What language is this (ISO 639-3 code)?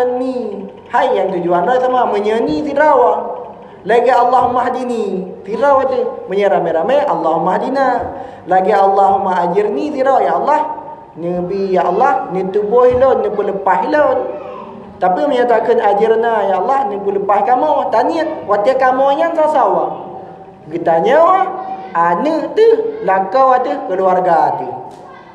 ace